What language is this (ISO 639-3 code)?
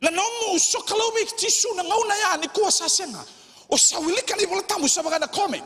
fij